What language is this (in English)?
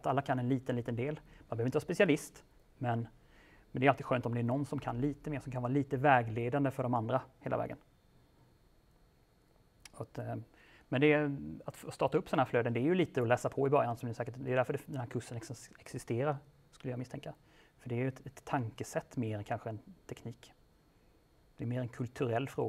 Swedish